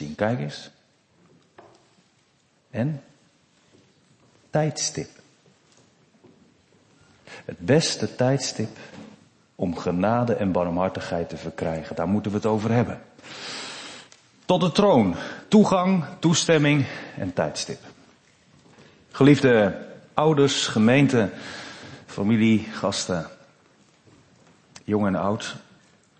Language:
Dutch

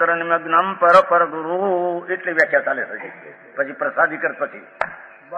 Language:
Gujarati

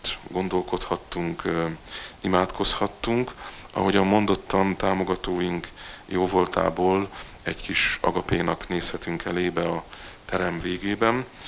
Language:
Hungarian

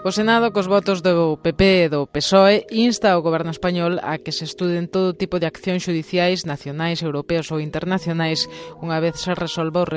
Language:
Galician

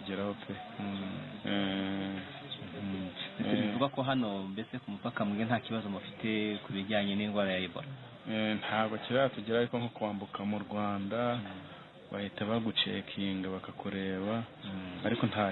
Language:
Kinyarwanda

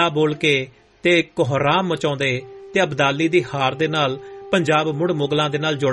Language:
Punjabi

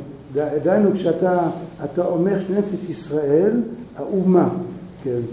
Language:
Hebrew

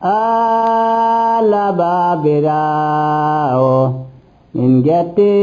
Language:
Nigerian Fulfulde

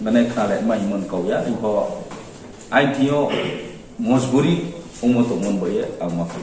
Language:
Riang (India)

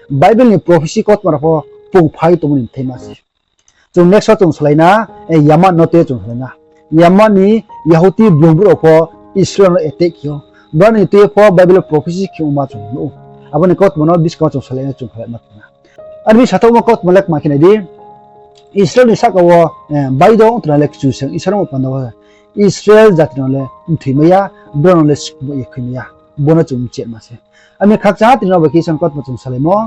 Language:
Riang (India)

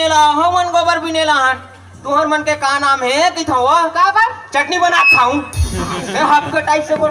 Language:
Chhattisgarhi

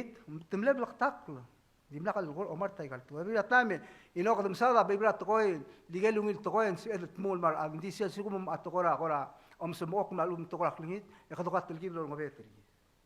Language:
Palauan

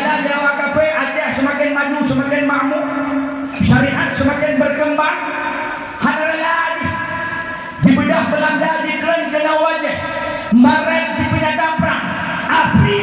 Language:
Achinese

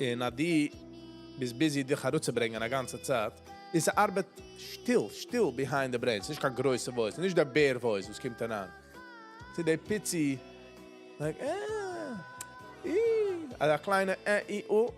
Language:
Yiddish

